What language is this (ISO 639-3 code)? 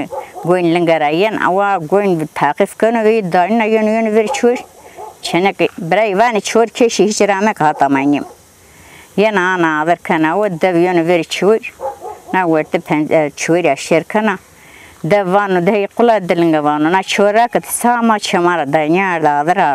zza